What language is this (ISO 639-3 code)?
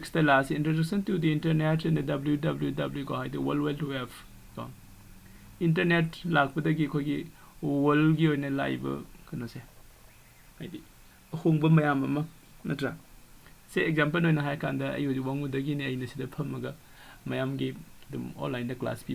mni